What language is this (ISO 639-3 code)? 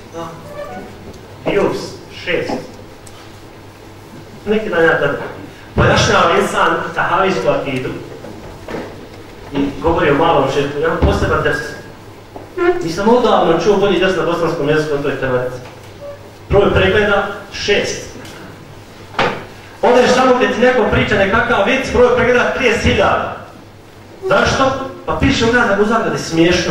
bos